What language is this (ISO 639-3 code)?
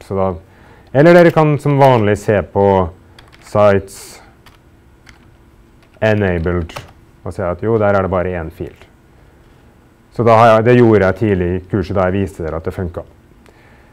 nor